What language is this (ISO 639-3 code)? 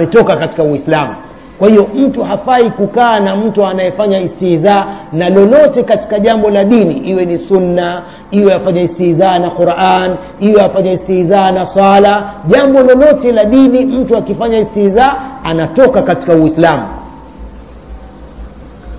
swa